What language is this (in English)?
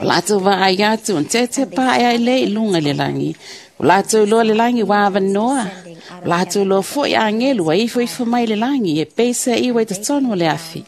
Samoan